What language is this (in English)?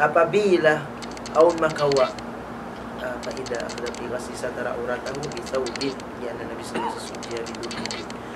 Tausug